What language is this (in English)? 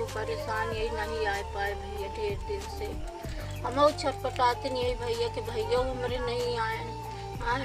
Awadhi